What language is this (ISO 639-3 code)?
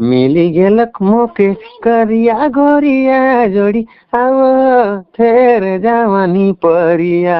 sck